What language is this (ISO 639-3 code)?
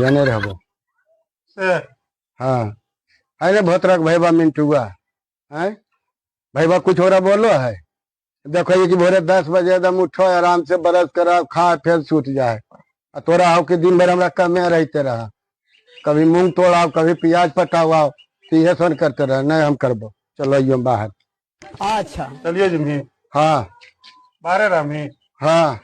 mag